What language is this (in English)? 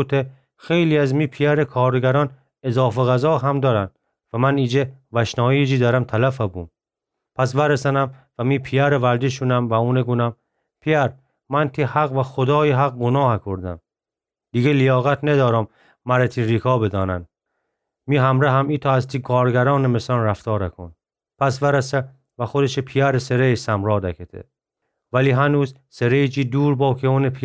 Gilaki